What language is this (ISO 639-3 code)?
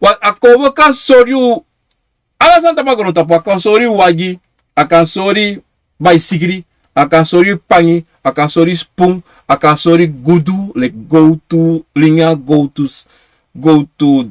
srn